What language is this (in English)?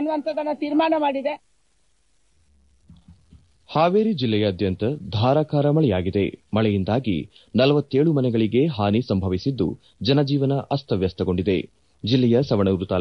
Kannada